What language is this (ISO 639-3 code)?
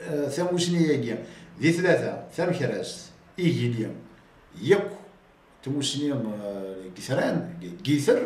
kab